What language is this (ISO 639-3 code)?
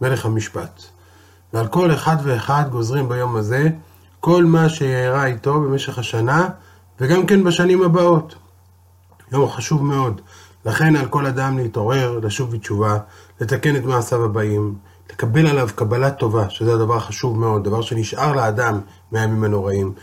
heb